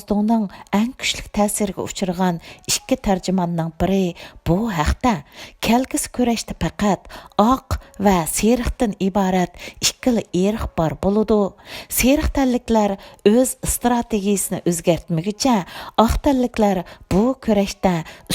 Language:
Uyghur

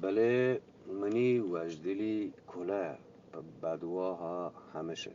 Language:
Eastern Balochi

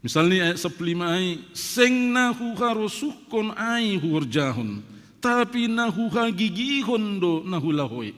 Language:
Batak Simalungun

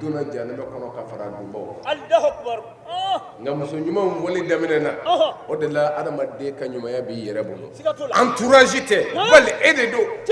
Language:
Bambara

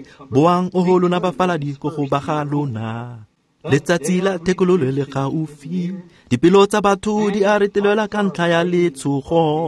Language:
Tswana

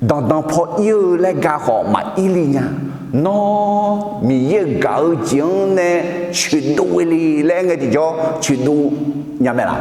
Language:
Akha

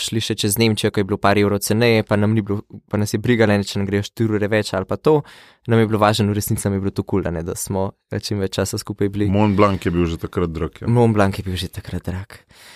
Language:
Slovenian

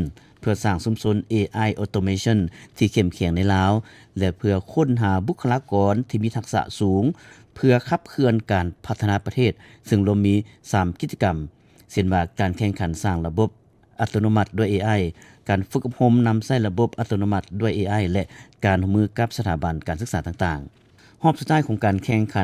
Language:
Lao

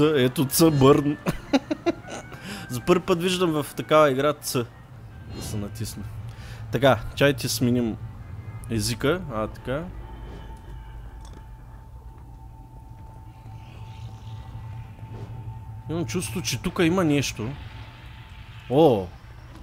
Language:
Bulgarian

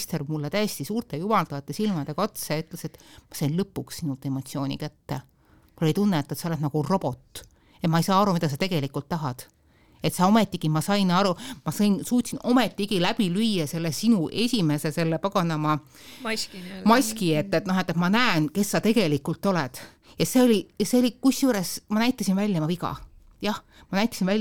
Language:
Estonian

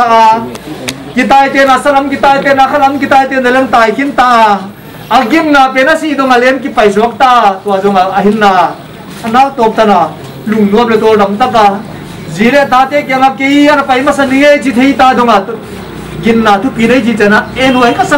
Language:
Paite Chin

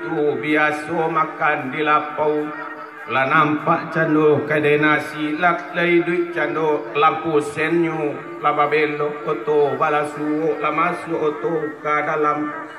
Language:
Minangkabau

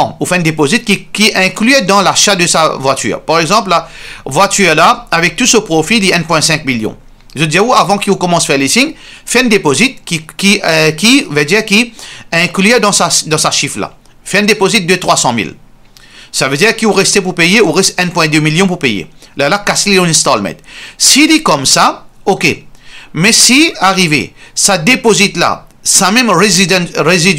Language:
Morisyen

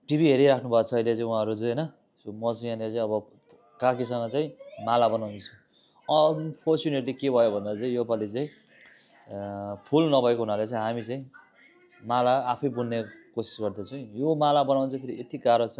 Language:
Nepali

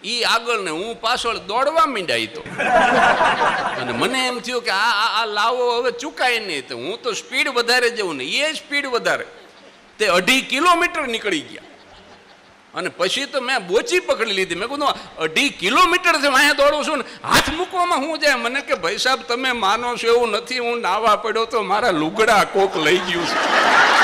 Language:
Gujarati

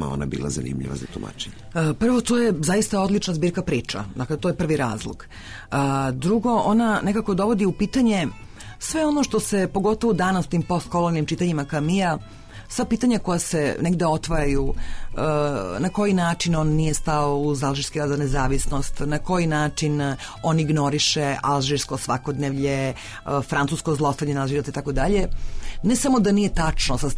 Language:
Serbian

